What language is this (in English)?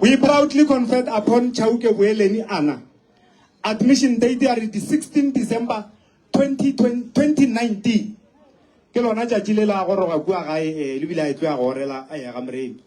Northern Sotho